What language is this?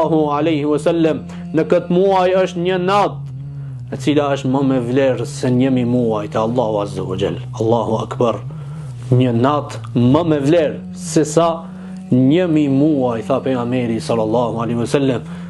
Albanian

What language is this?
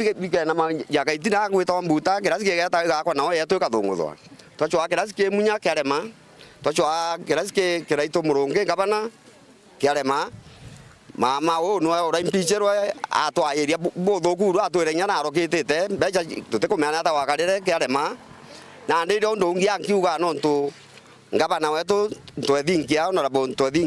Meru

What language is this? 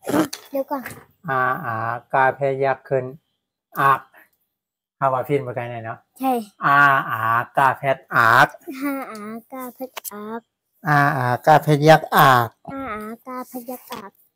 Shan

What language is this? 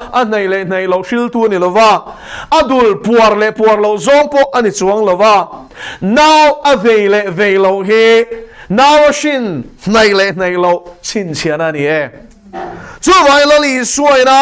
Mizo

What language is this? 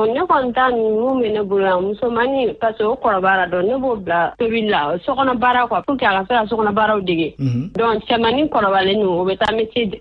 Bambara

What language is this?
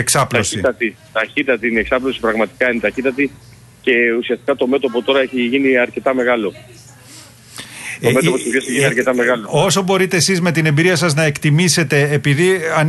Greek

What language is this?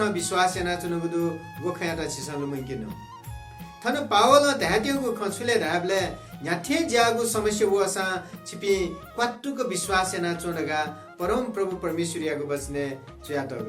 Newari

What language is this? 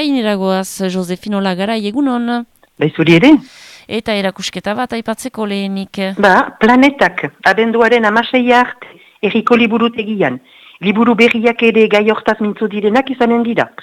Basque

